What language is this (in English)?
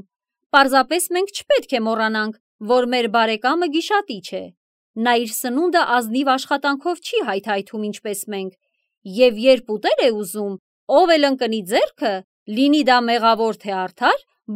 Armenian